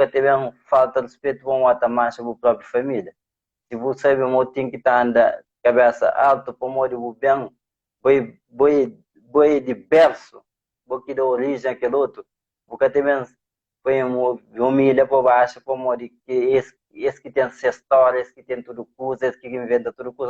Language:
Kabuverdianu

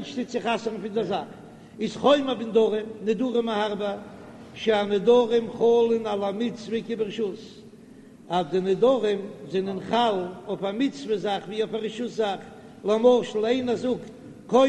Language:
Yiddish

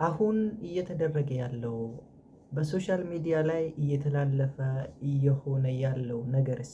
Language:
Amharic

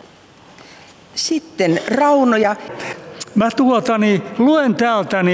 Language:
Finnish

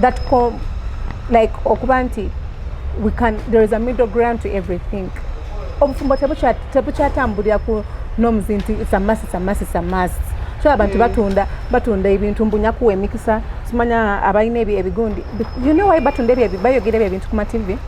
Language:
Ganda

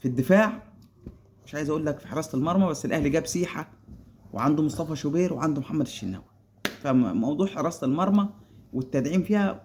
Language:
Egyptian Arabic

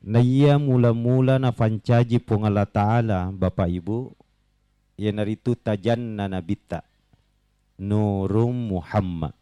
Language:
Buginese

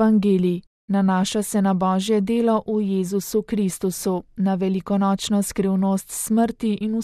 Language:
Slovenian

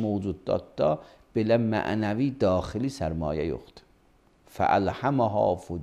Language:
Azerbaijani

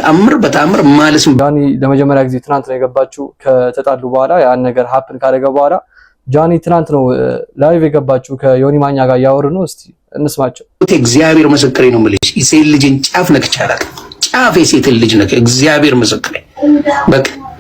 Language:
Amharic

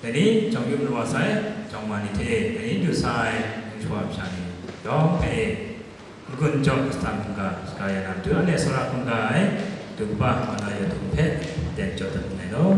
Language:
Kachin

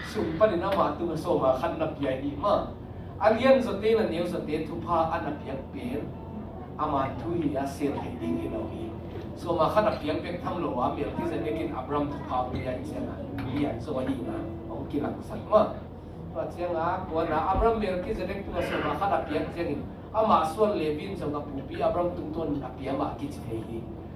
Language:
Tedim Chin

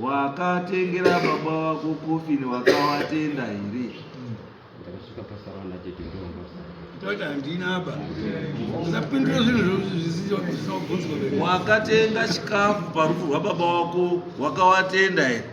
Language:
Shona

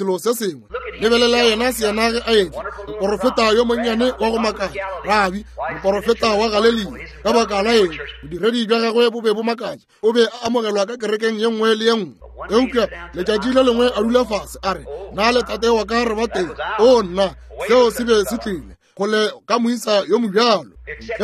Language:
Northern Sotho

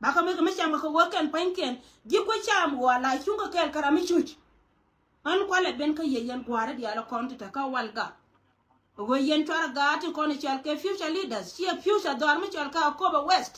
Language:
Nuer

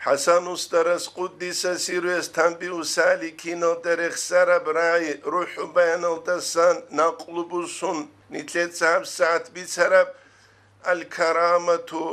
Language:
Avaric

